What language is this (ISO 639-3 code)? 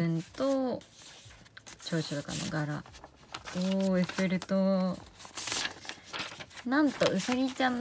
jpn